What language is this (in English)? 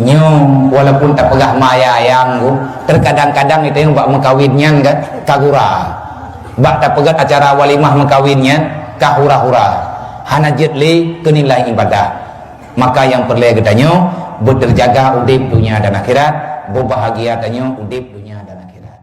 Achinese